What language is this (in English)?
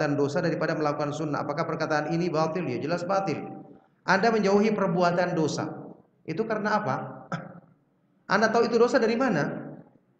Indonesian